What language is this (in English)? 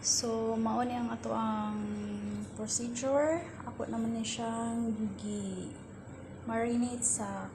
Cebuano